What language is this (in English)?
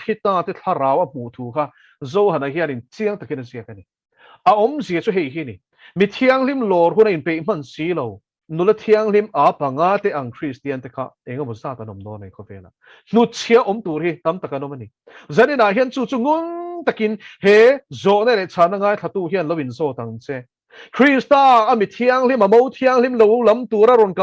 Mizo